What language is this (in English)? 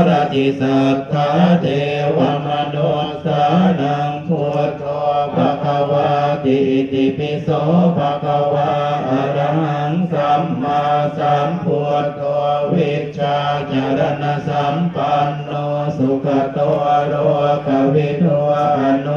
Pali